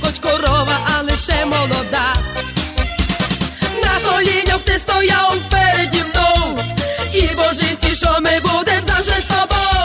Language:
Ukrainian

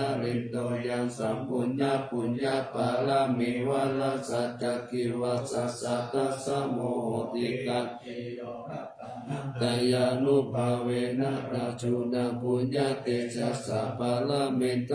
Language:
Pali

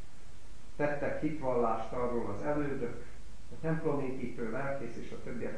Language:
Hungarian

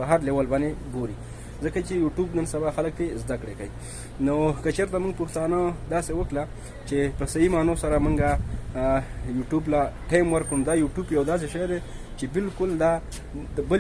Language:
Pashto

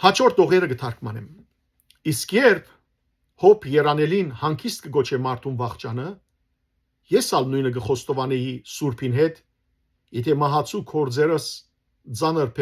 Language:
Western Armenian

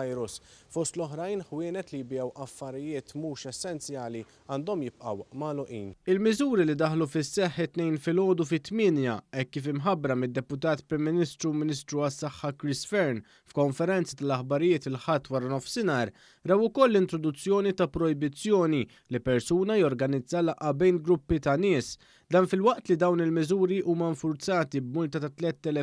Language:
Maltese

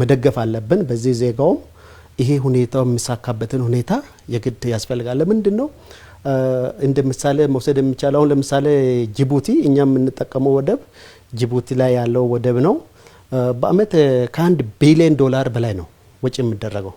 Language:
Amharic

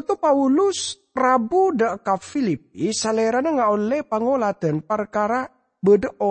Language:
Madurese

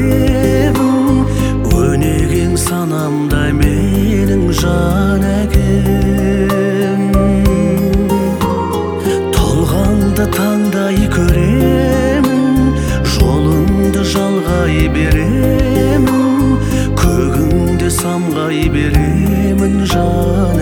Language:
Kazakh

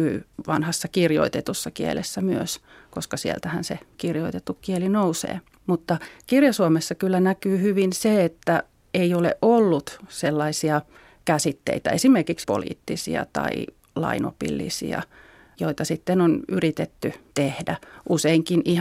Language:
Finnish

